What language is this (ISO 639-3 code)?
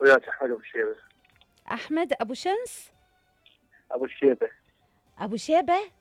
acm